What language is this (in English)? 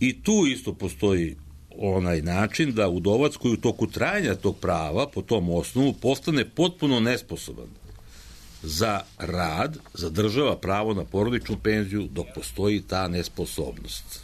Serbian